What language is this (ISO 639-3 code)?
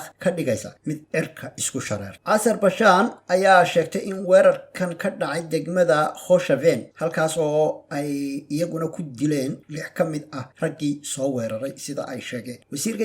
som